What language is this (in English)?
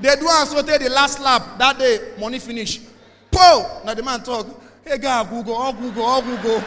Nigerian Pidgin